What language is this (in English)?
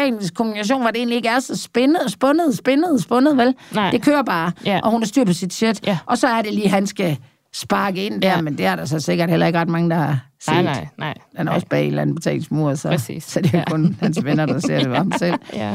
Danish